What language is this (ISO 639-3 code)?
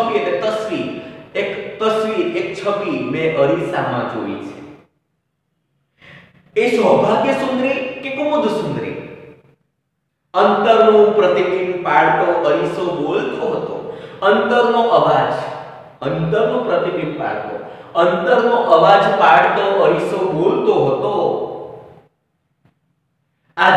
guj